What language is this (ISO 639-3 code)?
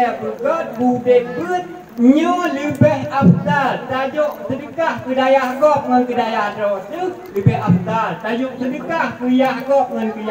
ace